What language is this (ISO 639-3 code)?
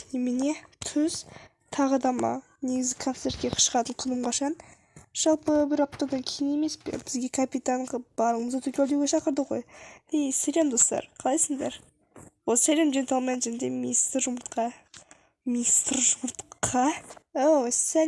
kaz